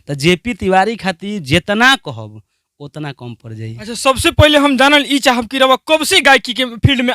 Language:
Bhojpuri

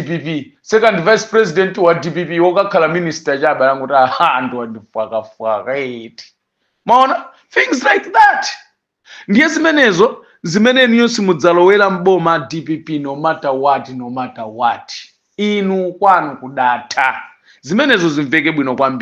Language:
Nyanja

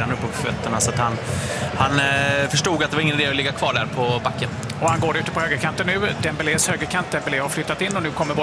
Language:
Swedish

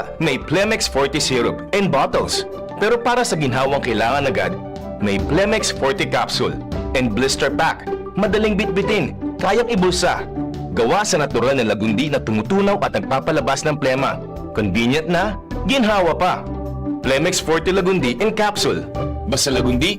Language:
Bikol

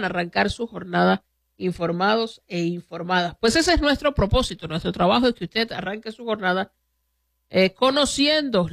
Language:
Spanish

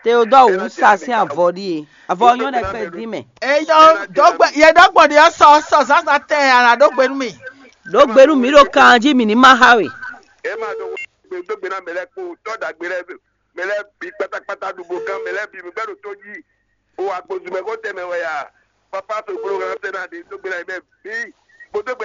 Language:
Fon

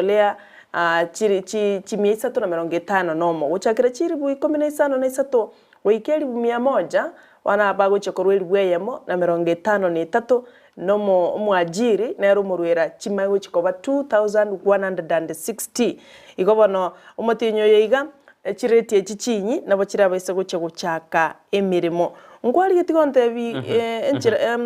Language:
Gusii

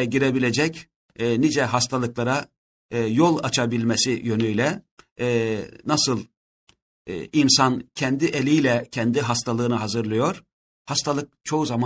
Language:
Turkish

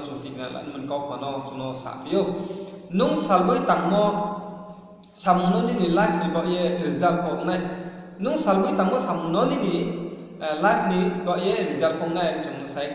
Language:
Riang (India)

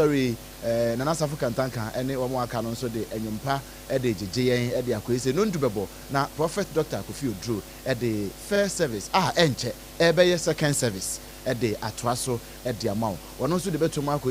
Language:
Akan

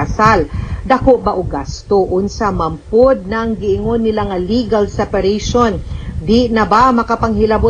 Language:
Cebuano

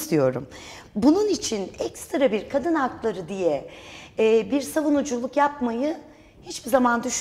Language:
Turkish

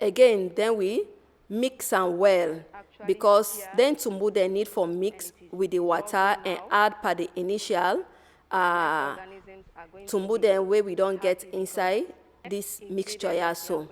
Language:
Nigerian Pidgin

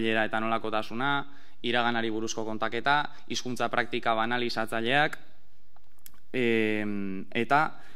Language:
Basque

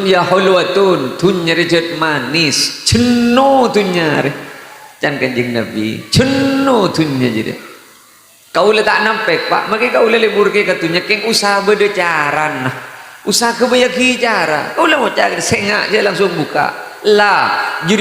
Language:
Madurese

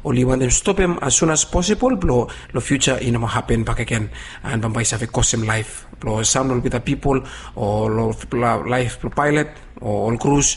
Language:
Bislama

